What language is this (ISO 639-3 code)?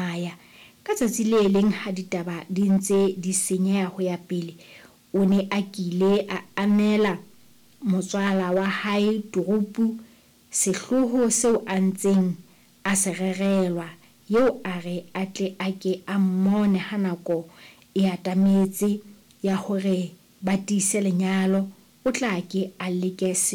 sot